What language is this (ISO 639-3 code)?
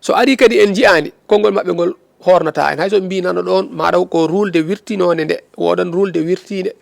ful